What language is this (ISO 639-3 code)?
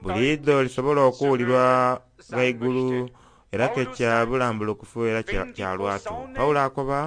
xog